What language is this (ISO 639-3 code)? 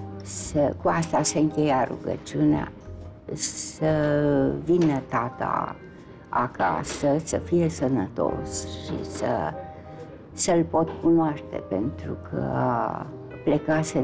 ron